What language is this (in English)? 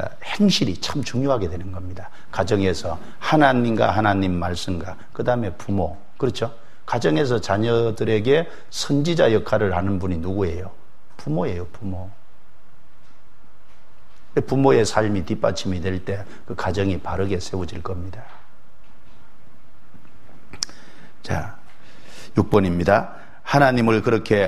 Korean